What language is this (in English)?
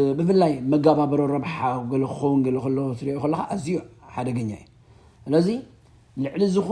Tigrinya